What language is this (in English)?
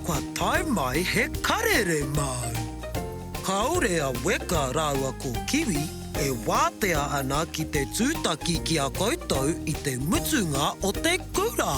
Māori